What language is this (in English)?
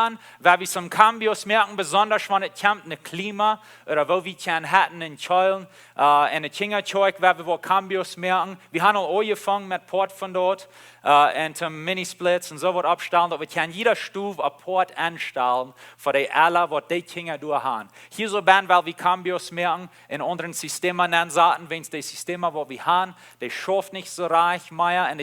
Plautdietsch